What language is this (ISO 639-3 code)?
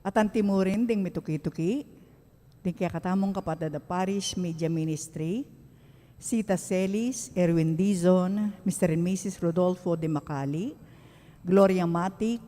pam